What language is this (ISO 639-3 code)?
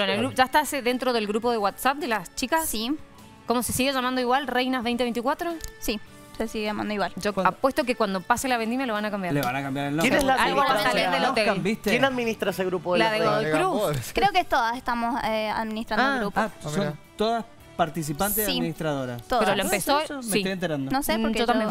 spa